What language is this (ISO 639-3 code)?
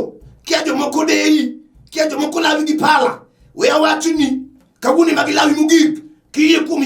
luo